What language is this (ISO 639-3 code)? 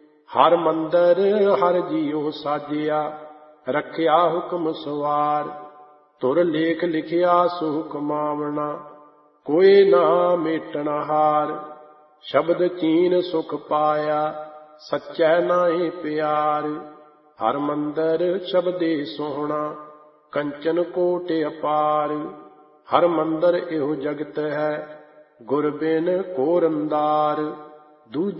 pan